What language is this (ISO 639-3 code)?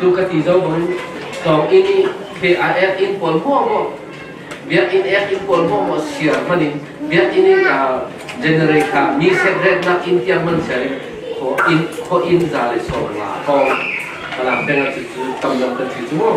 cfm